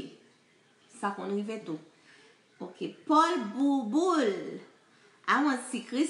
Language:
Haitian Creole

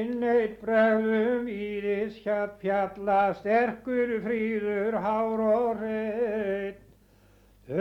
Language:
Icelandic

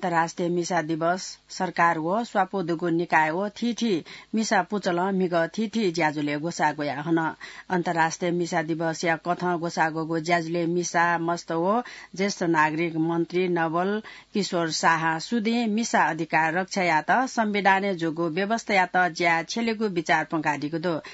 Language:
Newari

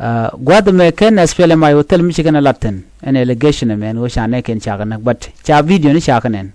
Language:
Nuer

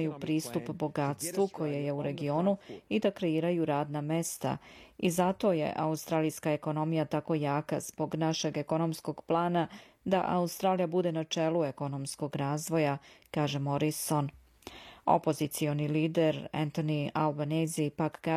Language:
Serbian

